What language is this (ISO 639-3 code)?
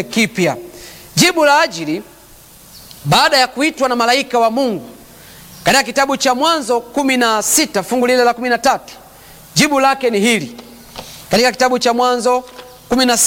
swa